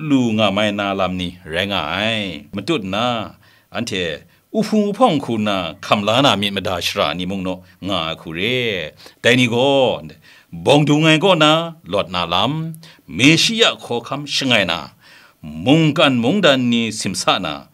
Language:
Kachin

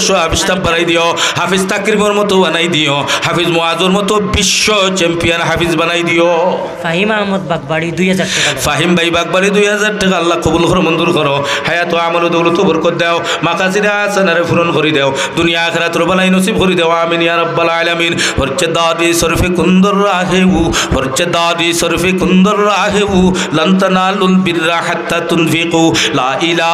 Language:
Sylheti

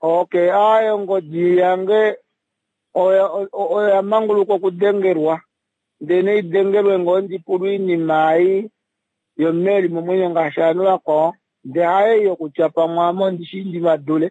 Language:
Kuanyama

